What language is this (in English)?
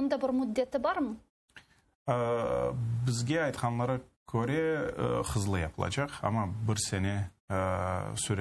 Crimean Tatar